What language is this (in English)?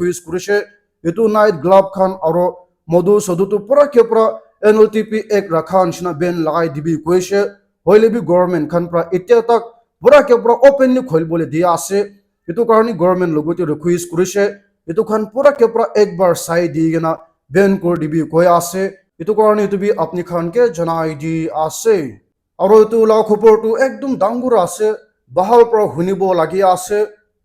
Naga Pidgin